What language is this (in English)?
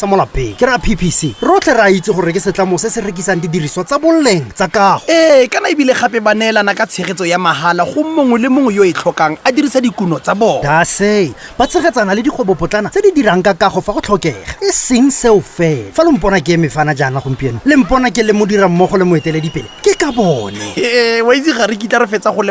Tswana